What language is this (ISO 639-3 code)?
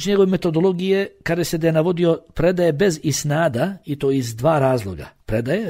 bos